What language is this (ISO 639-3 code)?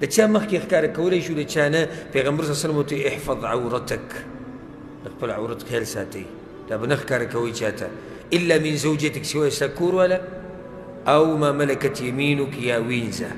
pus